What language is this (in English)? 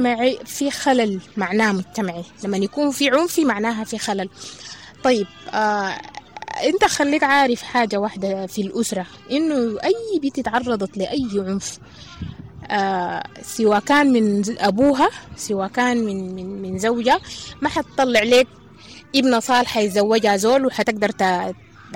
Sudanese Arabic